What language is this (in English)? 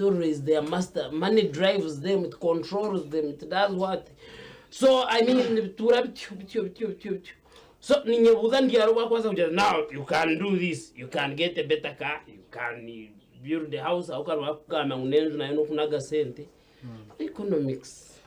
Nyankole